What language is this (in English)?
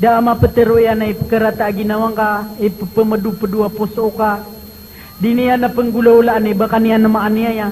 Maranao